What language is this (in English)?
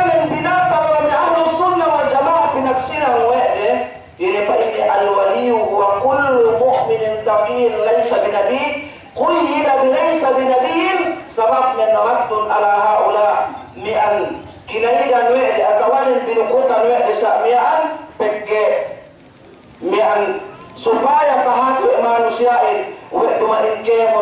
Yakan